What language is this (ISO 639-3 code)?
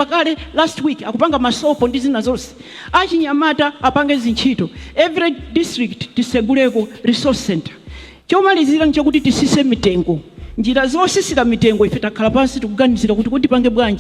nya